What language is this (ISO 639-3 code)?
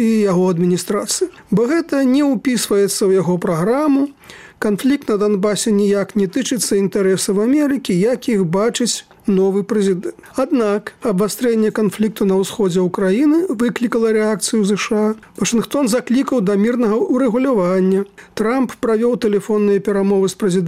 bel